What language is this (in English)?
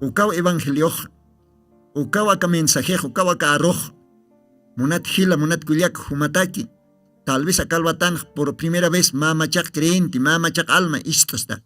Aymara